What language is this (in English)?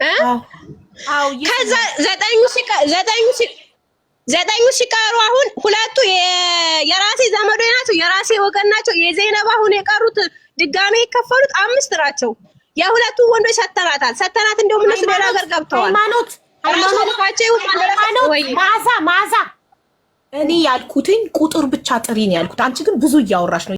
Amharic